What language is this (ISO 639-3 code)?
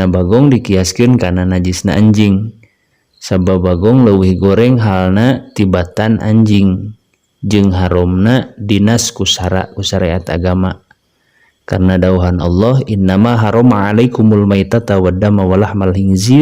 sun